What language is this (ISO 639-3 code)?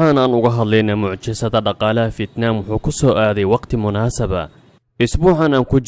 som